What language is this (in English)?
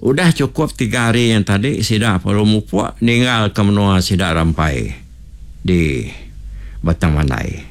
Iban